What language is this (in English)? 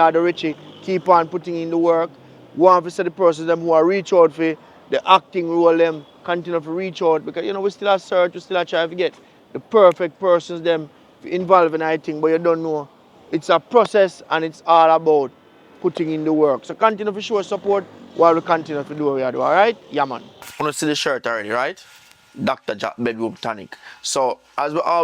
Jamaican Creole English